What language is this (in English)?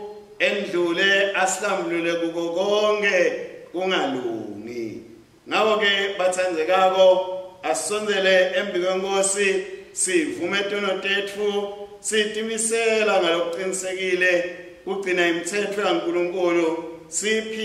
Swati